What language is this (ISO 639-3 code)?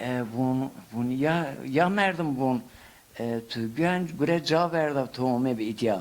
zza